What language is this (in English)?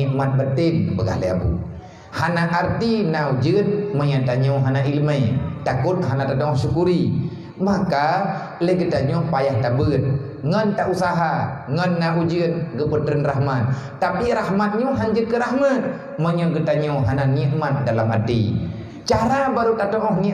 Achinese